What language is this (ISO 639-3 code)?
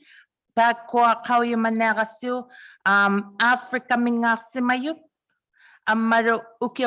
iku